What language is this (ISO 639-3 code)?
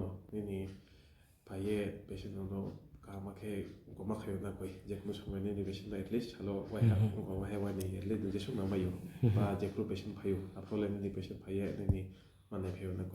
ria